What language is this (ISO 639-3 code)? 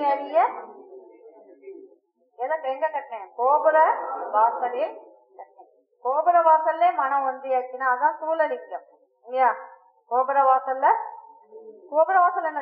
tam